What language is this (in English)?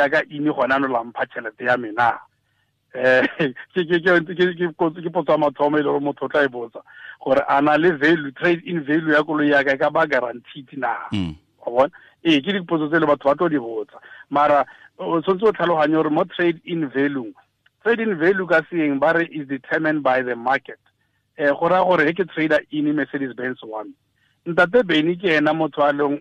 Tswana